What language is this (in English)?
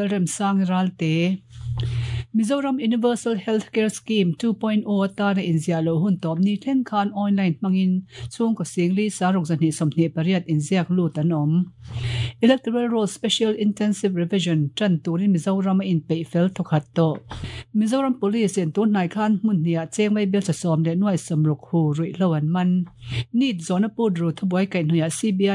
Mizo